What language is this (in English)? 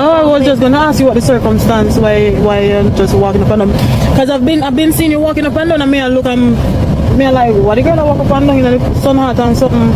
Jamaican Creole English